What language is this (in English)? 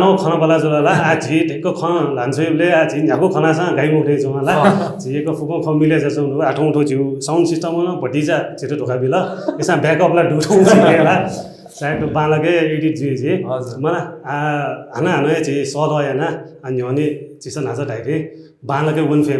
Newari